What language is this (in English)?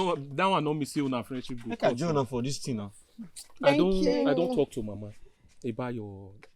Nigerian Pidgin